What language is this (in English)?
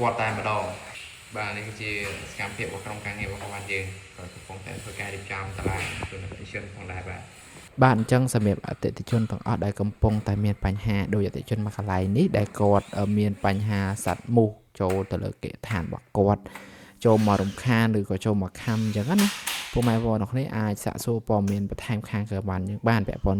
Khmer